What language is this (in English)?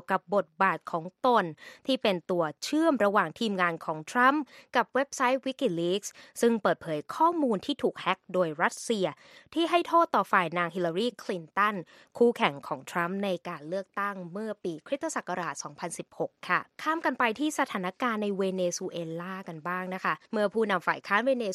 Thai